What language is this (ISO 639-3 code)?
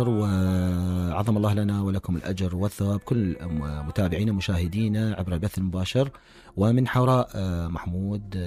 acm